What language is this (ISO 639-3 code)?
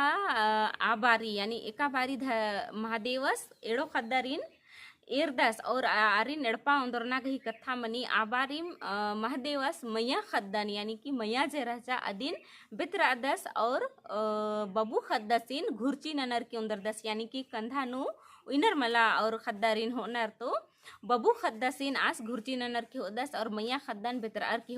kru